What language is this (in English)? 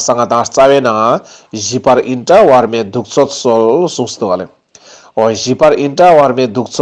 Ladakhi